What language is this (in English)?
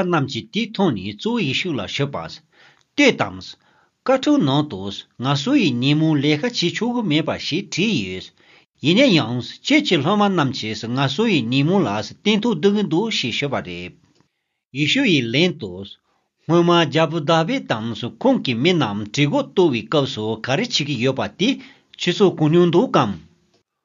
Malagasy